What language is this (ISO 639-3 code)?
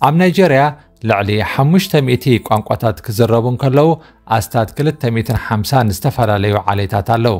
tir